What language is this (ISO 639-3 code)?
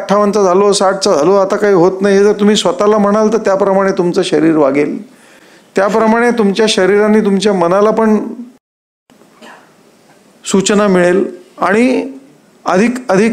mar